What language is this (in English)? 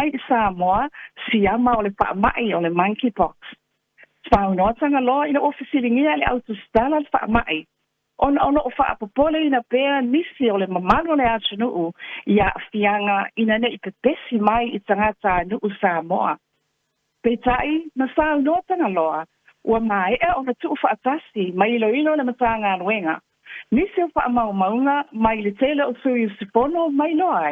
Samoan